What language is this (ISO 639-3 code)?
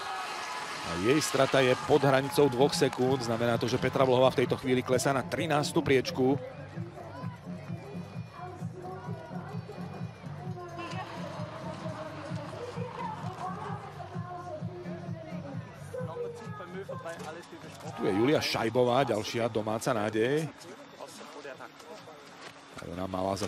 slk